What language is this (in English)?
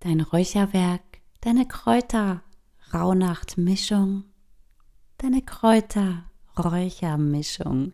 Swiss German